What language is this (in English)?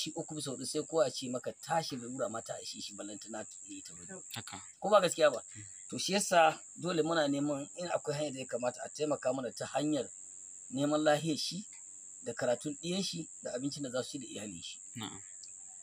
Hausa